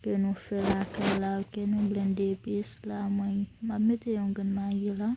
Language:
Haitian Creole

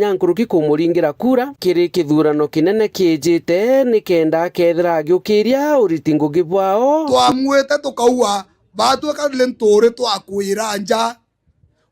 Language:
Meru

